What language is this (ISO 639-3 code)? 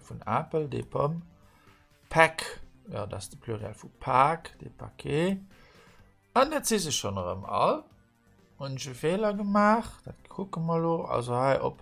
ltz